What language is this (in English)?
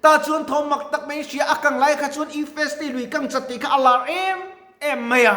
Mizo